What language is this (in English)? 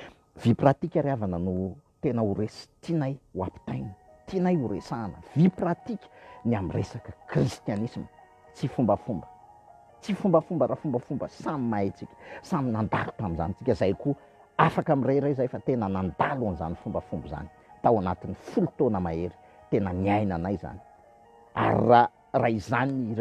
Malagasy